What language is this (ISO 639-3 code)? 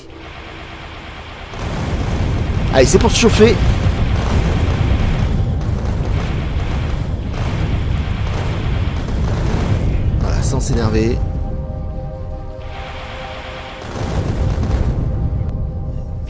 fra